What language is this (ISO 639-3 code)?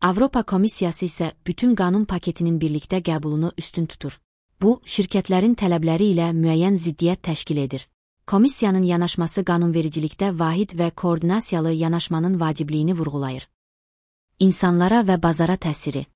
aze